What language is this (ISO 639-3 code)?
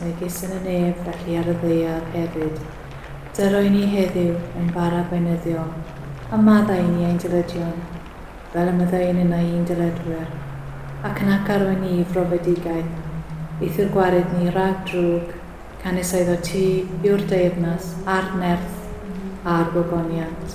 cym